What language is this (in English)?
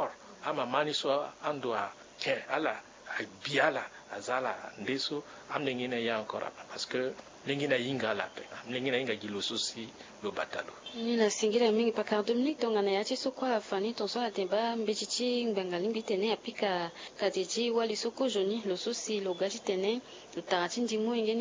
Sango